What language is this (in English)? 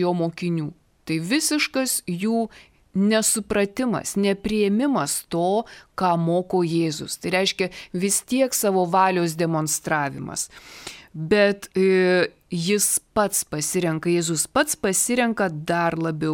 Lithuanian